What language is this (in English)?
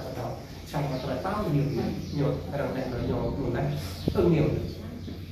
Vietnamese